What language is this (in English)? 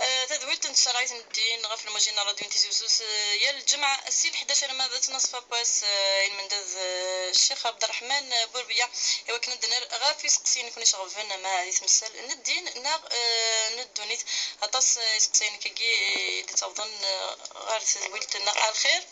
Kabyle